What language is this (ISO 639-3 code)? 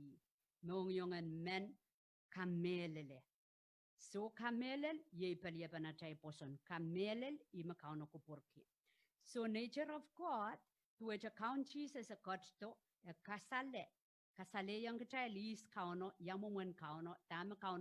pon